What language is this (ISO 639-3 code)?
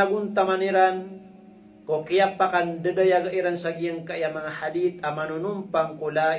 mrw